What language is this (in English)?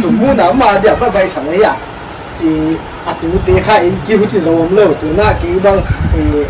Paite Chin